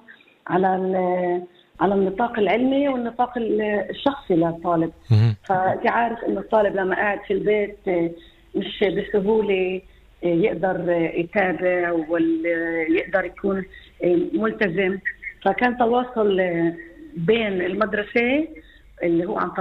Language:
North Levantine Arabic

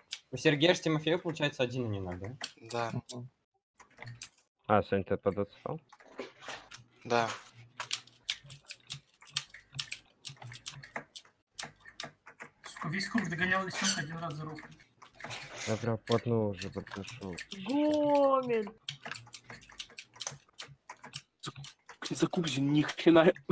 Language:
Russian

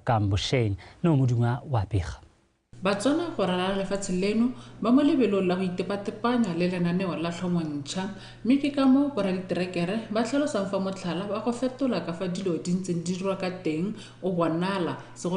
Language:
Tswana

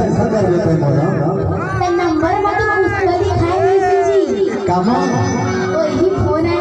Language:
Chhattisgarhi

